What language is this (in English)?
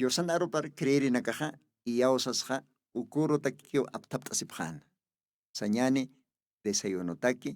Aymara